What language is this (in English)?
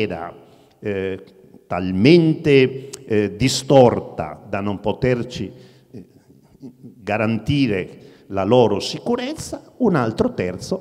Italian